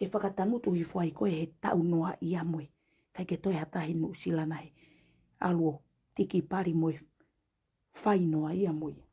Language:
Tongan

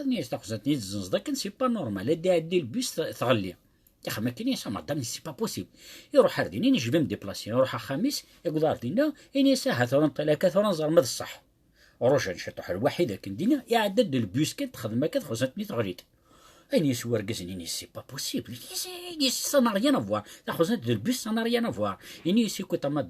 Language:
Kabyle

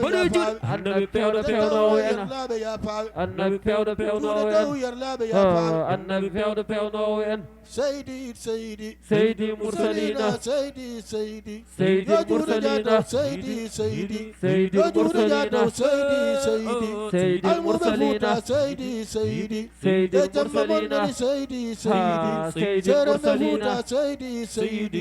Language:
Fula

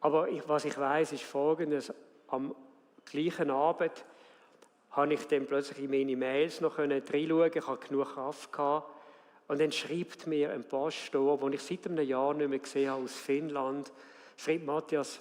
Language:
Swiss German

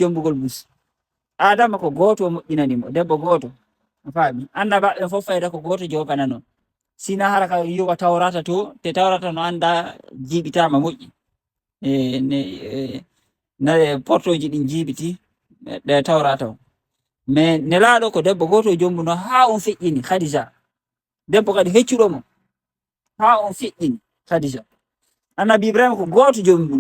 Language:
Fula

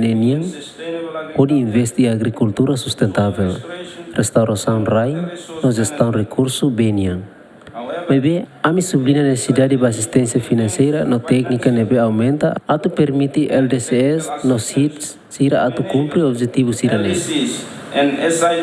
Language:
Tetum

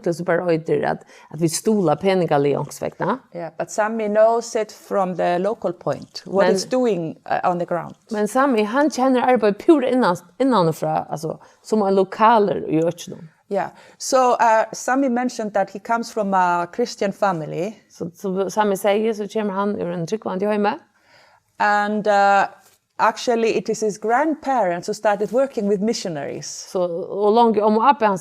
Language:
Faroese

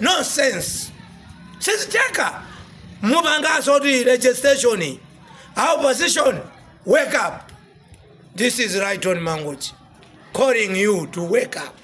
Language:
Nyanja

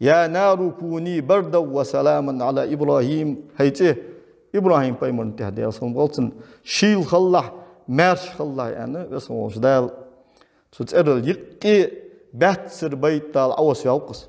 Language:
Ingush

